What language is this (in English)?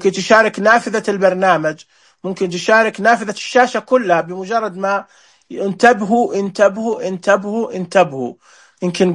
Najdi Arabic